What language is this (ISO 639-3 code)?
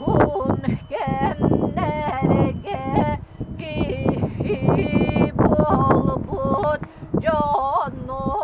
sah